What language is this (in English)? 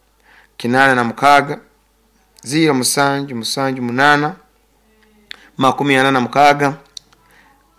Nyoro